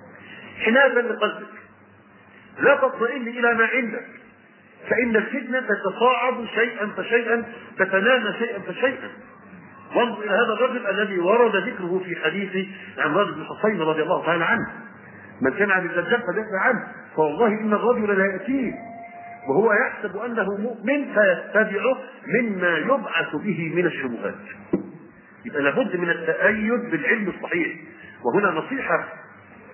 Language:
Arabic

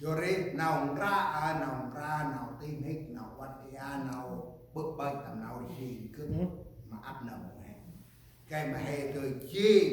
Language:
Central Mnong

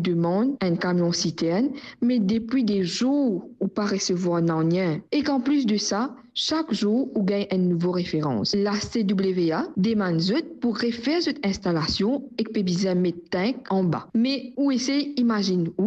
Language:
Morisyen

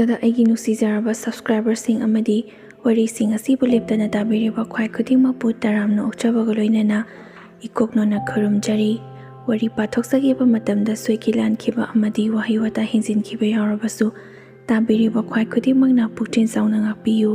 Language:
Manipuri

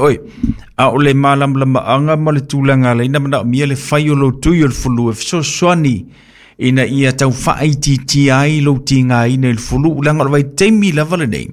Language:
Samoan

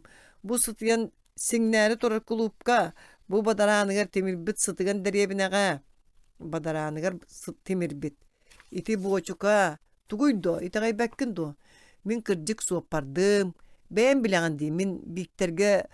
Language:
Yakut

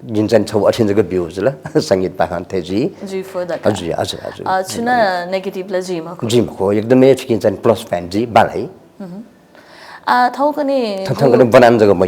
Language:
Newari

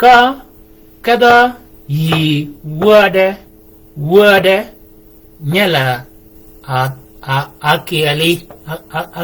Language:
Shilluk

